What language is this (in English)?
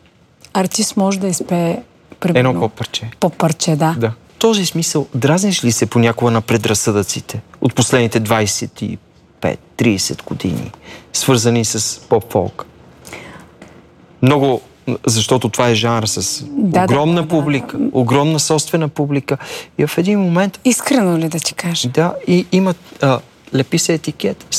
Bulgarian